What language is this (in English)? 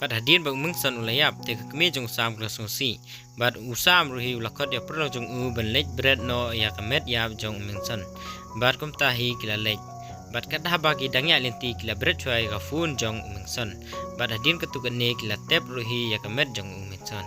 Khasi